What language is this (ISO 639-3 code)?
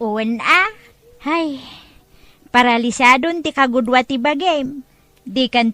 ilo